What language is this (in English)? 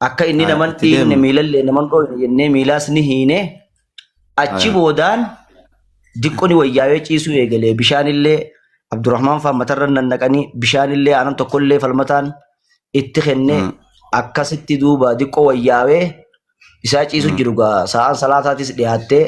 Oromo